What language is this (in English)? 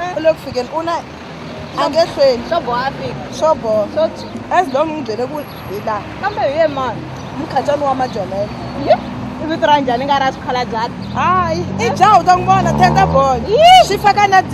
Tsonga